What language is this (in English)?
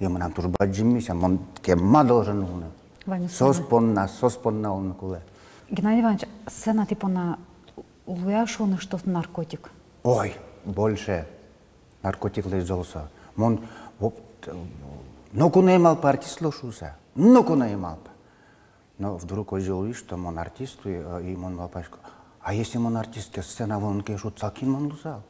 Udmurt